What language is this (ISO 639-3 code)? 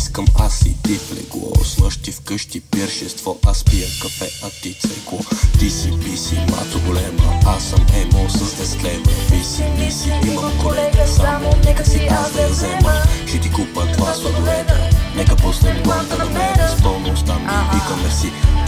bul